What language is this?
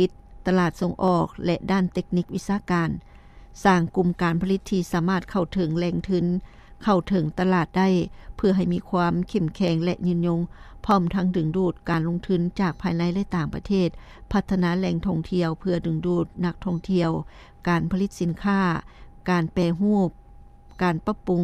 Lao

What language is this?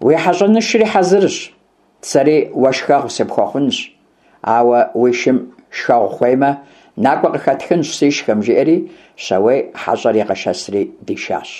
Kabardian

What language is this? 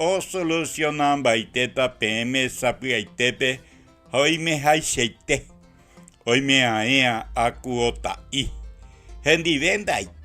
Guarani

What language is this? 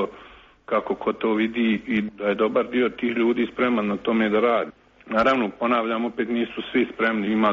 Croatian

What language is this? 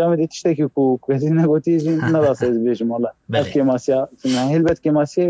Kurdish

